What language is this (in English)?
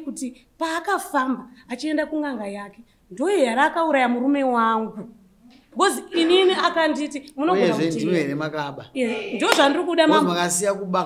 Shona